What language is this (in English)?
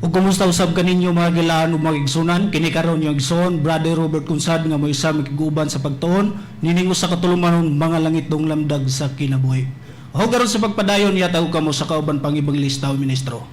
Cebuano